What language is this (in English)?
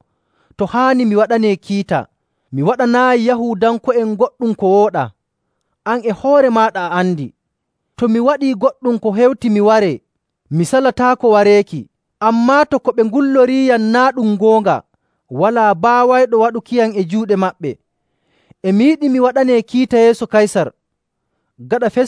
Nigerian Fulfulde